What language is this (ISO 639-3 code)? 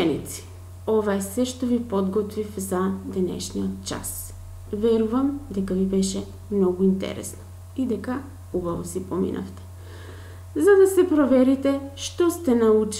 mkd